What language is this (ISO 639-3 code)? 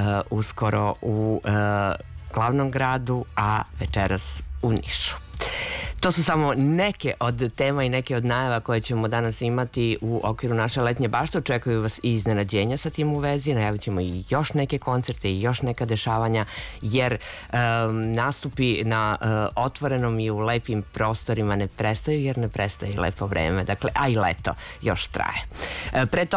srp